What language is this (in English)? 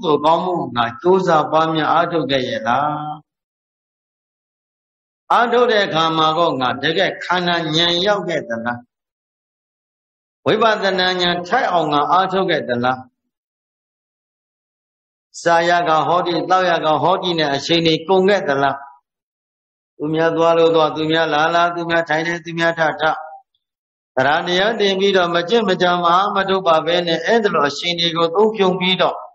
Burmese